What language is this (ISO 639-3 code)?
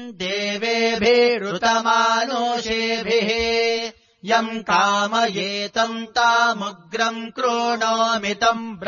san